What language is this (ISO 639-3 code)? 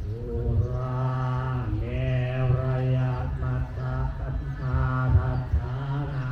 pli